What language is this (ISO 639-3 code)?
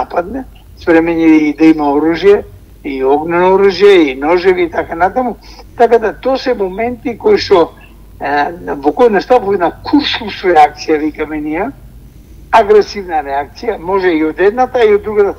mkd